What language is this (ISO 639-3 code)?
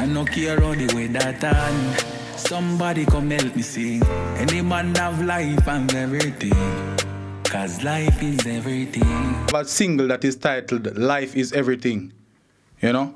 jam